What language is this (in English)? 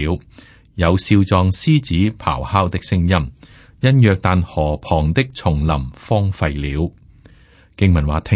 Cantonese